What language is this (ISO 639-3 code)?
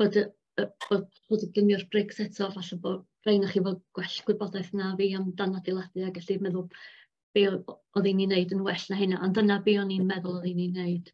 cym